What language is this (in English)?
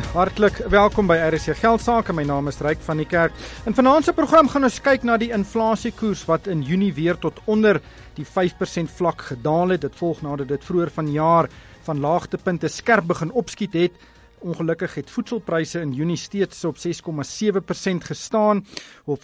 Afrikaans